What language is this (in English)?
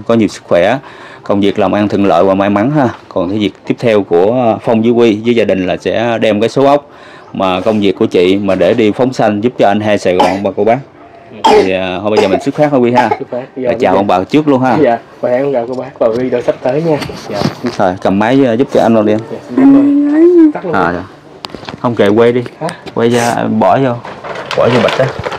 Vietnamese